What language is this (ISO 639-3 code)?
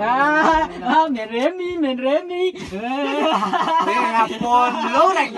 min